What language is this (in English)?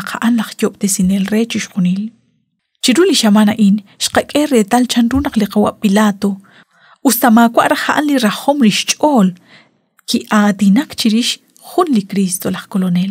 Kekchí